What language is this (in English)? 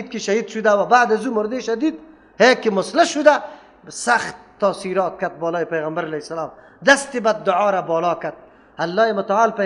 Persian